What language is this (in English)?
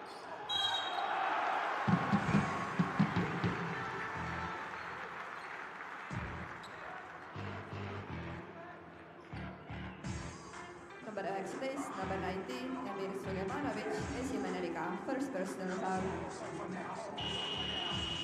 Estonian